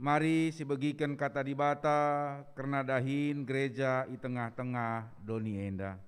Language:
Batak Karo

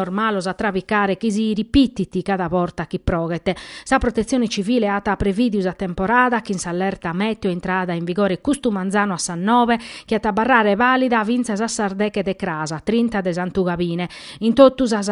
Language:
Sardinian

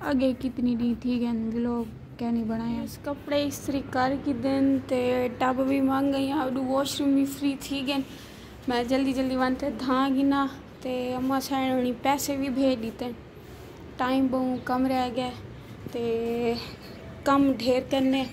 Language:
Saraiki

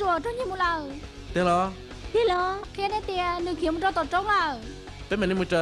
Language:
Hmong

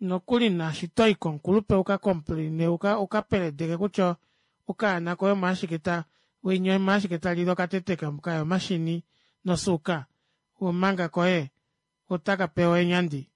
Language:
Kuanyama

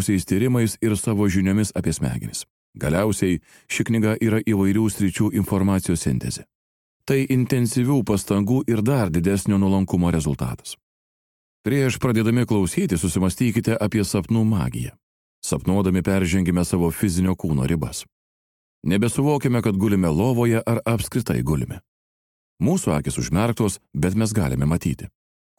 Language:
Lithuanian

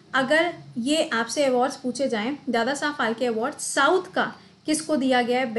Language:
Hindi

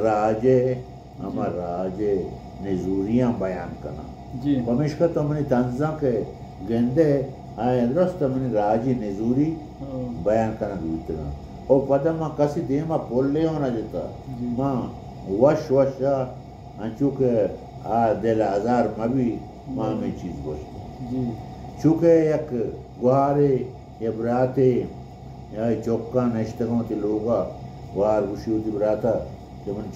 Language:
Baluchi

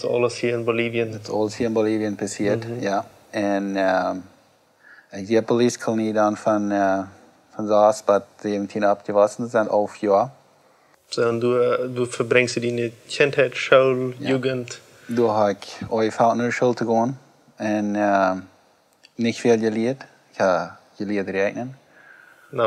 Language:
Plautdietsch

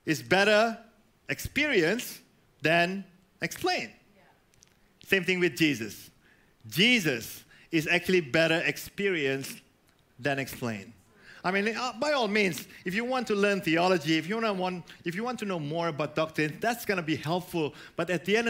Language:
English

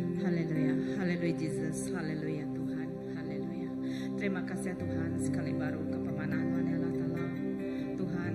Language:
Iban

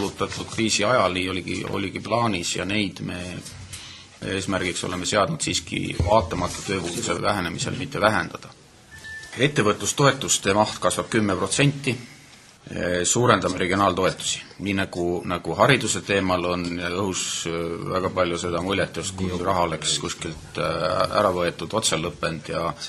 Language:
Estonian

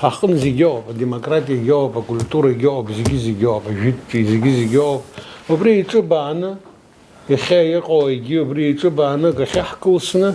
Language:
Abkhazian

